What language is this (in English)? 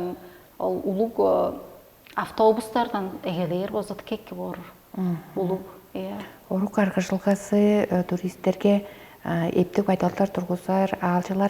Tuvinian